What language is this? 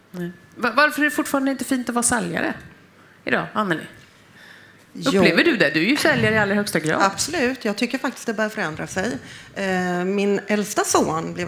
Swedish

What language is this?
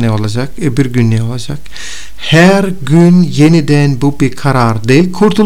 Turkish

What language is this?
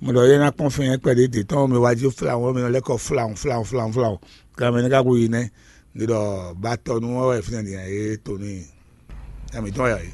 Fon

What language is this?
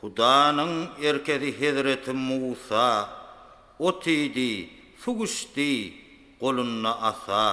Turkmen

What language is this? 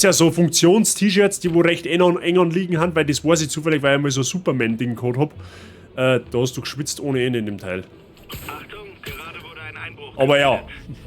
Bavarian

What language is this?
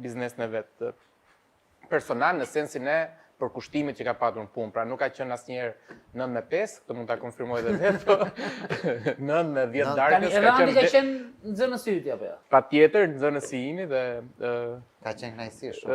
Albanian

